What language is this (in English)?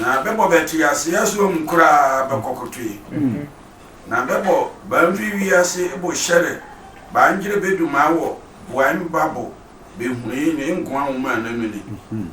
Sehwi